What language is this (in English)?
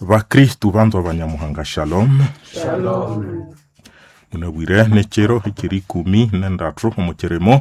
Nande